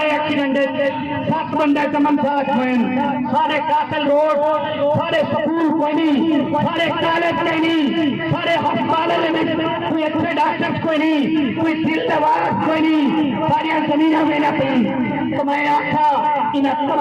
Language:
Saraiki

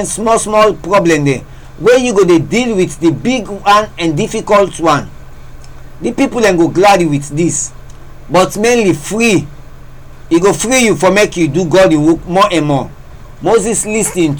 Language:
Krio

